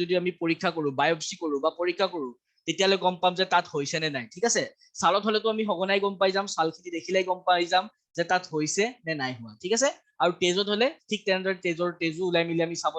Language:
Assamese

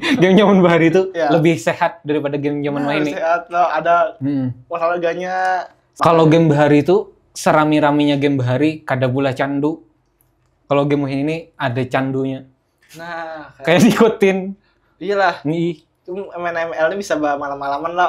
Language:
Banjar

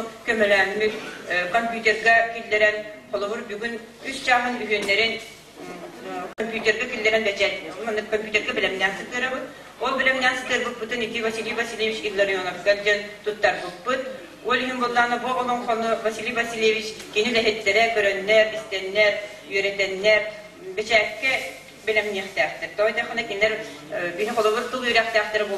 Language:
Yakut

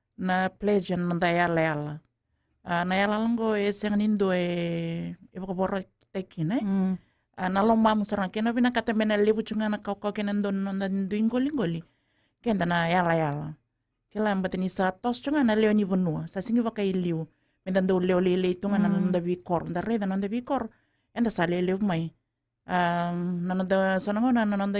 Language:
Fijian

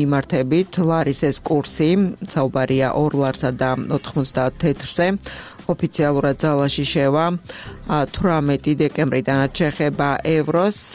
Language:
Georgian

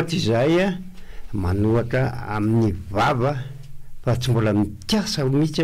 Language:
Malagasy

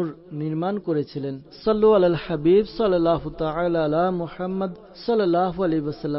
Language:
Bangla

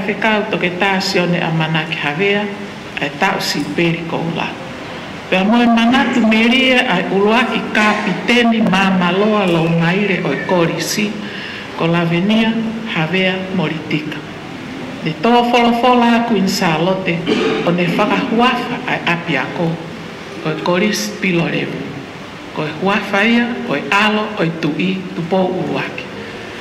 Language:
Tongan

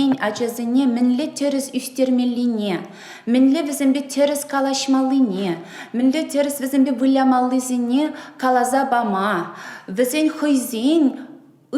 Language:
Chuvash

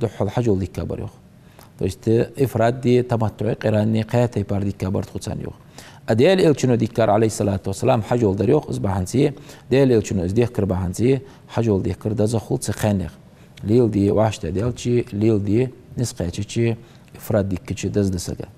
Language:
Ingush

